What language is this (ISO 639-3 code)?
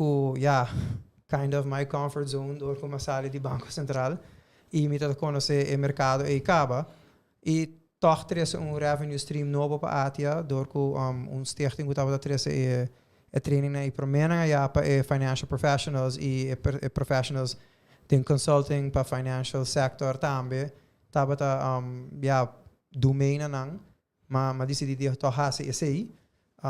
pap